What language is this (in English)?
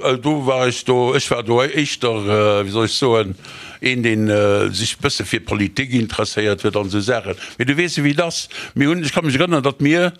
Luxembourgish